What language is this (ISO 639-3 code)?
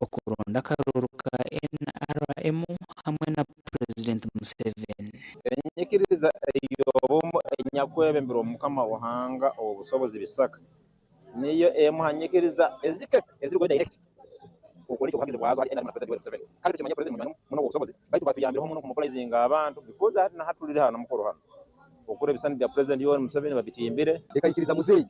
nyn